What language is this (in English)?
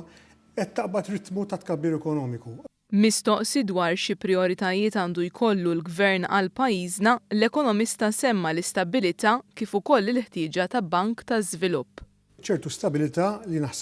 Maltese